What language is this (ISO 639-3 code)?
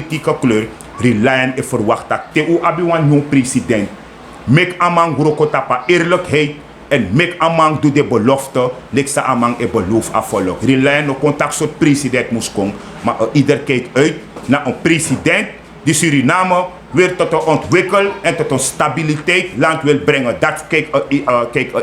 srn